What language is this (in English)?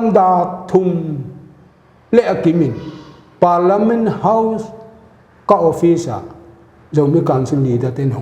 Paite Chin